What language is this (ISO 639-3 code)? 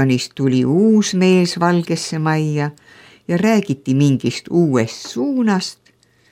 est